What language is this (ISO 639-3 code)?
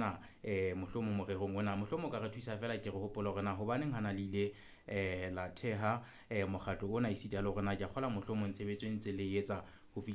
sot